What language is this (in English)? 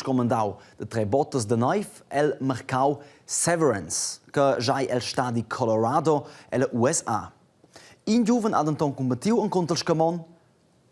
Romansh